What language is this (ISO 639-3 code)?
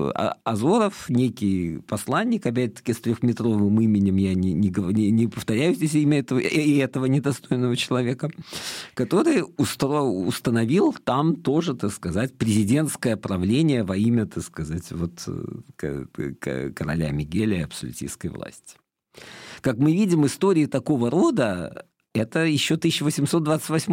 rus